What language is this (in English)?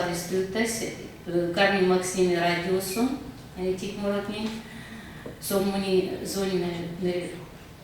Erzya